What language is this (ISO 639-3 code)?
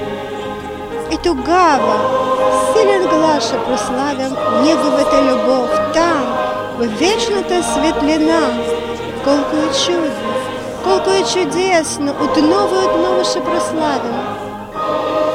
bul